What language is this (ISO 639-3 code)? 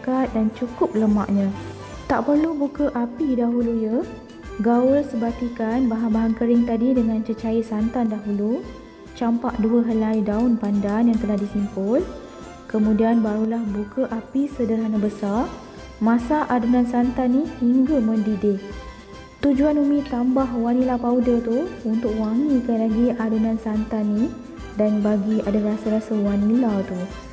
msa